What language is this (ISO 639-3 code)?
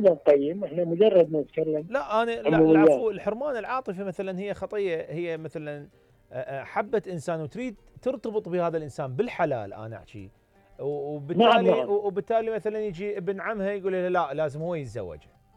acm